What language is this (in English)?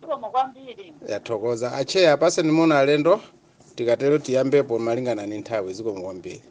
Nyanja